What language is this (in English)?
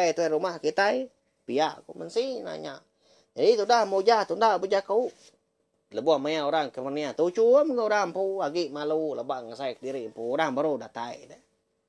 Iban